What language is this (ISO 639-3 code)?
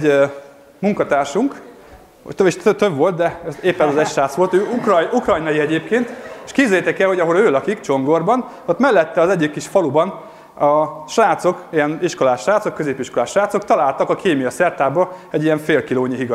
hun